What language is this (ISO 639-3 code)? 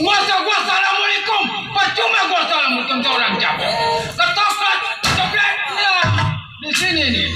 bew